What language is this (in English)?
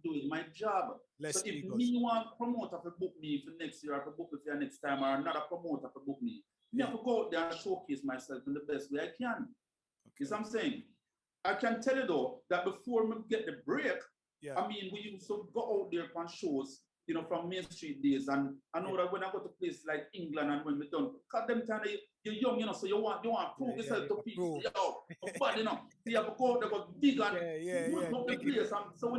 Jamaican Creole English